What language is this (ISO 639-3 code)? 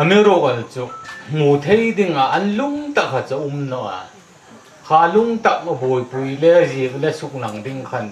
hmr